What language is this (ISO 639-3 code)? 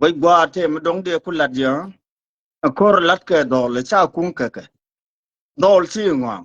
nus